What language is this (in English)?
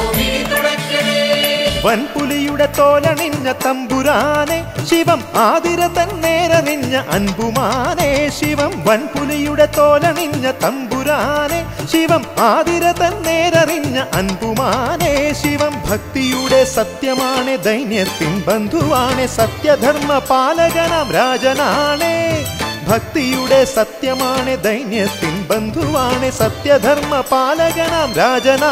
Malayalam